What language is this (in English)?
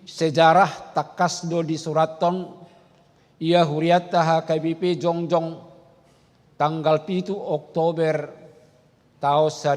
Batak Toba